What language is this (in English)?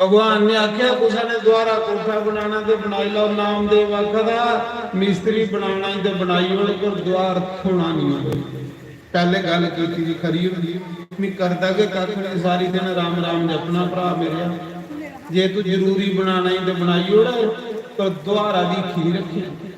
Dogri